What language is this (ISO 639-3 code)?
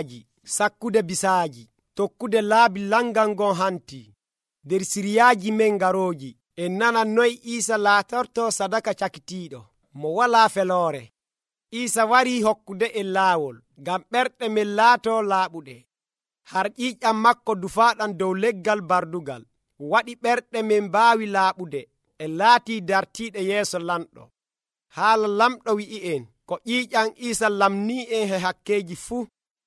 fuv